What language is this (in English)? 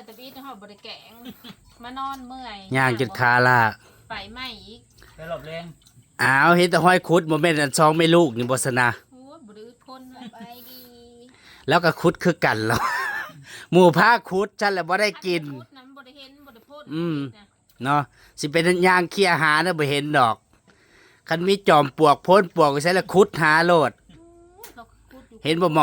Northeastern Thai